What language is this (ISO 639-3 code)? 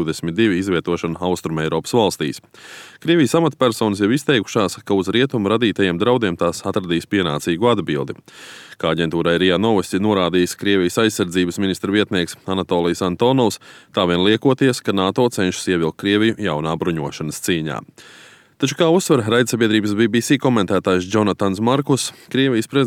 lav